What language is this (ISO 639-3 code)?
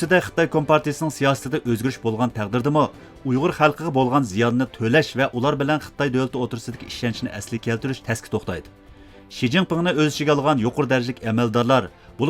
uig